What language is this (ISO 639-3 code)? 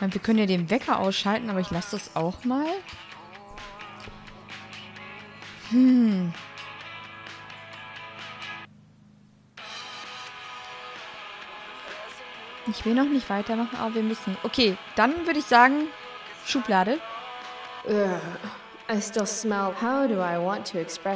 deu